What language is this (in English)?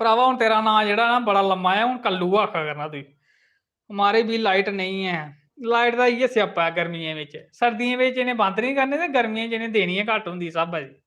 Dogri